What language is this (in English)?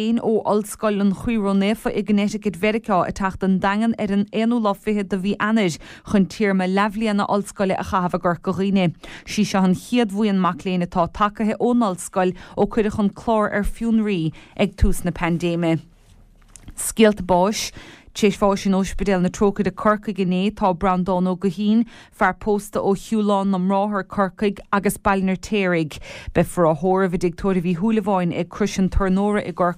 Irish